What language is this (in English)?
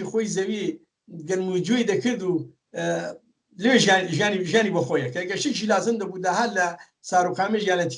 Central Kurdish